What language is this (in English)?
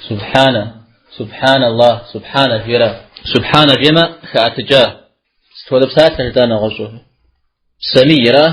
Kabardian